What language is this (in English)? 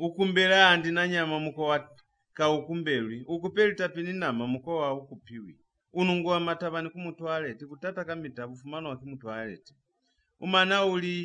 Lozi